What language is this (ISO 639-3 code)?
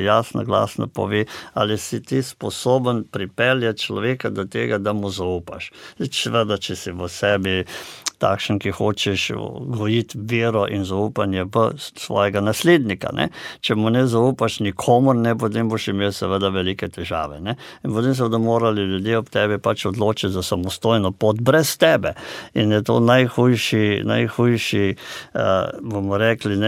slv